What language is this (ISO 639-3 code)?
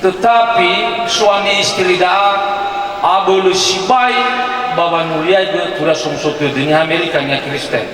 nia